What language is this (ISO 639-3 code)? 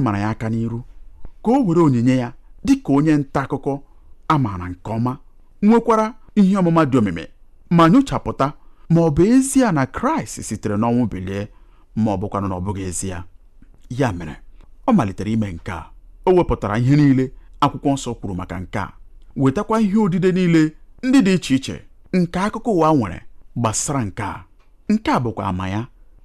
ibo